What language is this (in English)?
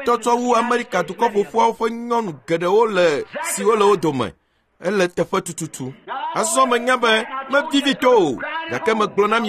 Ewe